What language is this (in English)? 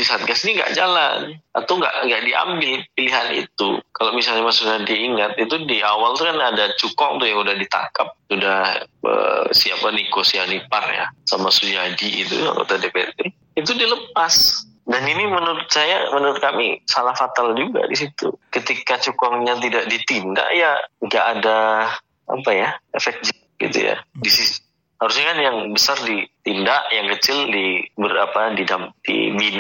Indonesian